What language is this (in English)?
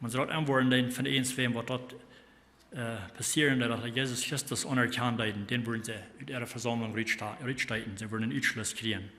Plautdietsch